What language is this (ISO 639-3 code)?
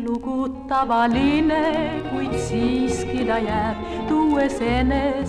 est